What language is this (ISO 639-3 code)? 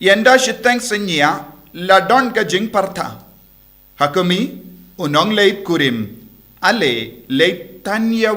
kha